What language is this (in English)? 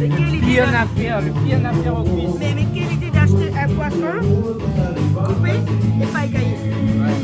Réunion Creole French